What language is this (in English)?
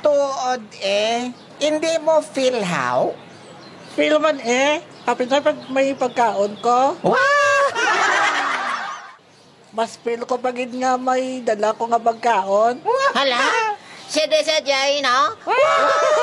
Hiligaynon